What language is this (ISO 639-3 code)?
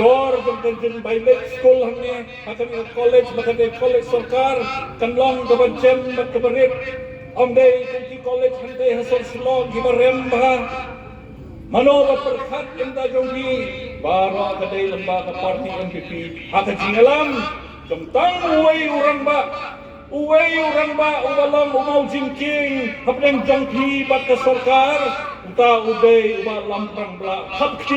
kha